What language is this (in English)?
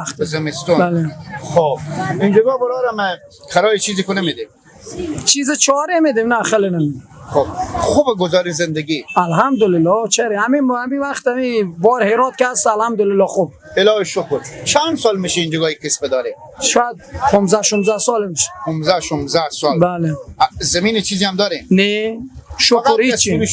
Persian